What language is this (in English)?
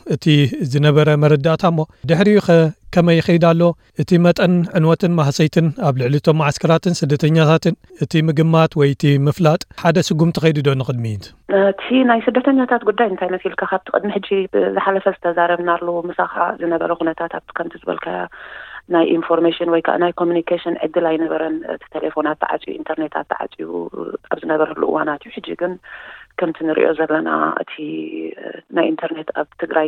Tigrinya